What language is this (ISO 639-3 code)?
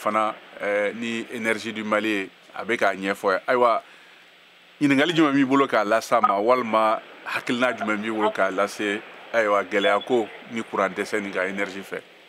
bam